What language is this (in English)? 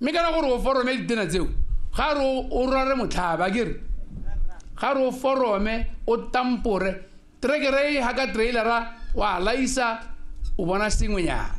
Tswana